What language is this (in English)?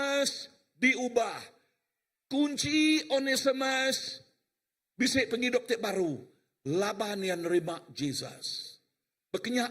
Iban